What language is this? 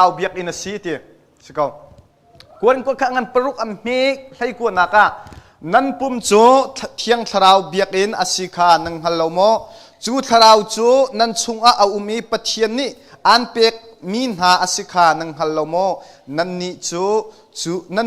Hakha Chin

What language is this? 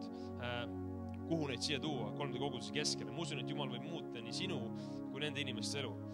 Estonian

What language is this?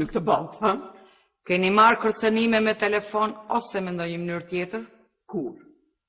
Albanian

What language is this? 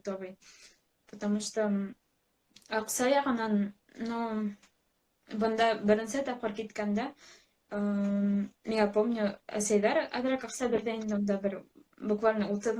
Bashkir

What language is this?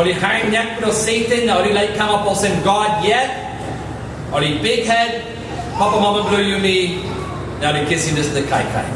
Tok Pisin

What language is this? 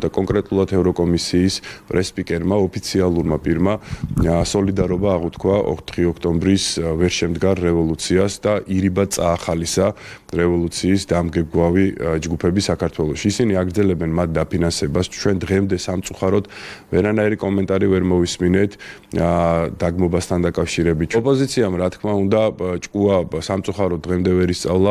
Georgian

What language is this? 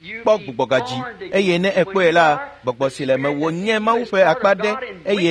Ewe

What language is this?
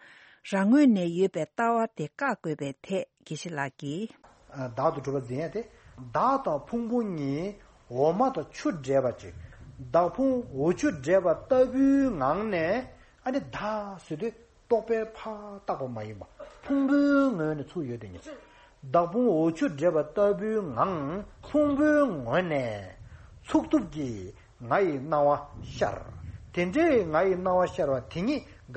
Tibetan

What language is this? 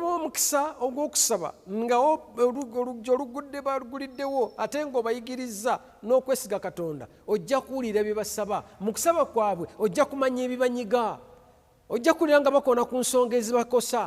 Ganda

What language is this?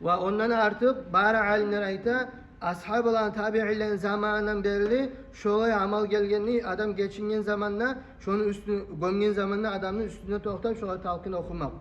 Kumyk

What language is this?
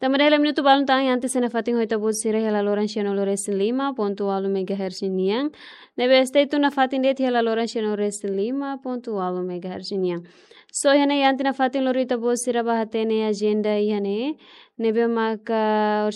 Tetum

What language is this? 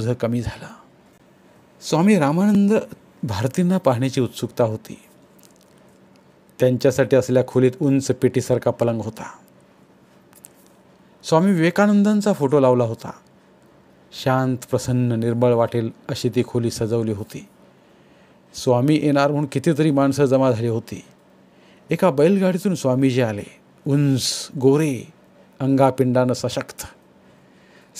Marathi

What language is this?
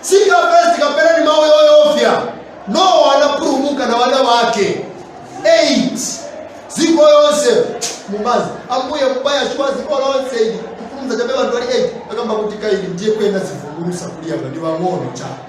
Nyanja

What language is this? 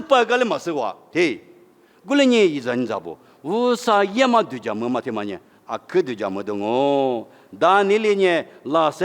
Lisu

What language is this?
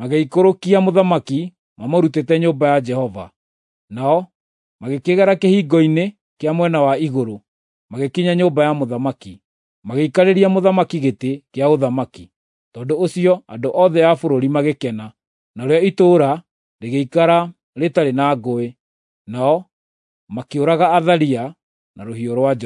Kikuyu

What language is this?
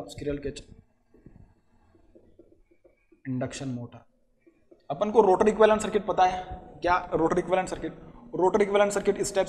Hindi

